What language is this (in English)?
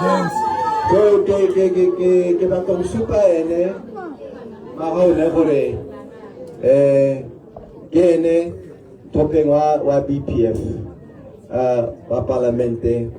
Tswana